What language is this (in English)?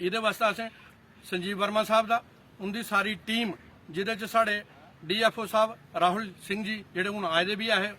Dogri